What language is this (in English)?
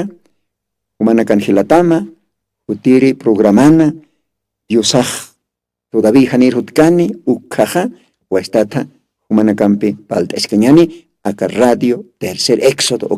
Aymara